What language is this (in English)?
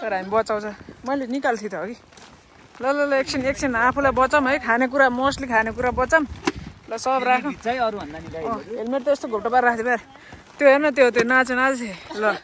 Nepali